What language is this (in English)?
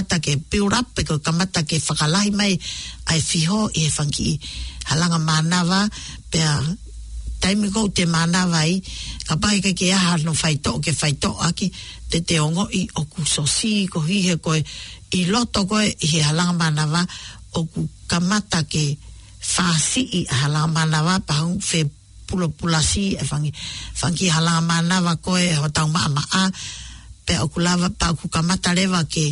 Tongan